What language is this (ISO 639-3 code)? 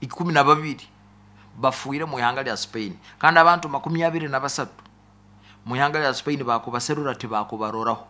nyo